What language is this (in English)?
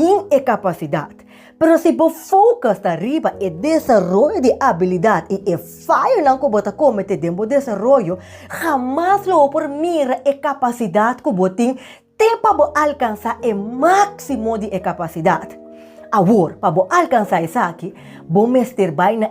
Papiamento